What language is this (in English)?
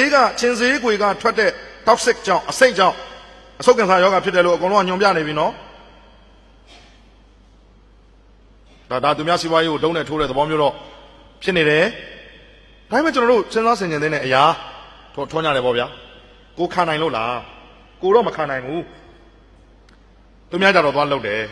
Burmese